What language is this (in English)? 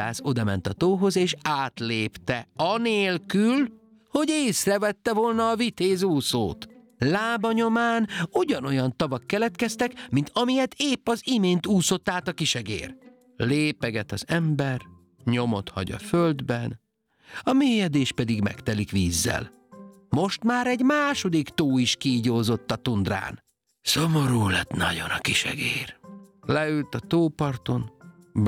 Hungarian